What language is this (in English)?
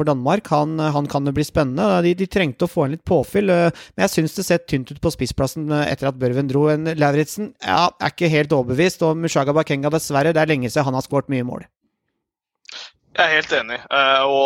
Norwegian